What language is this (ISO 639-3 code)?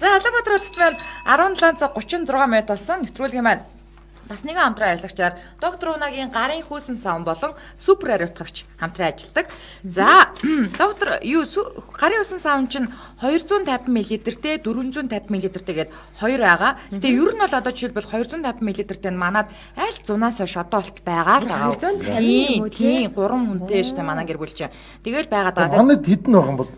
mon